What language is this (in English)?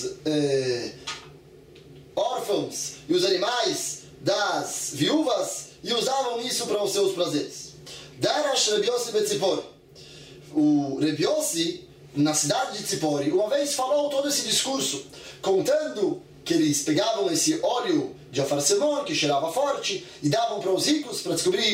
Portuguese